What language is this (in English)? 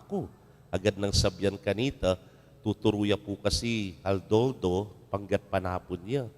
Pampanga